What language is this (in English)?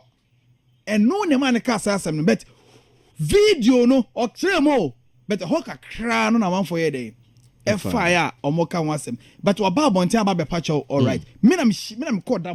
Akan